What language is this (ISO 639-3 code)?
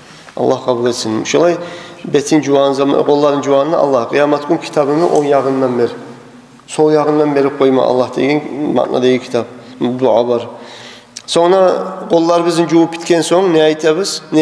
kum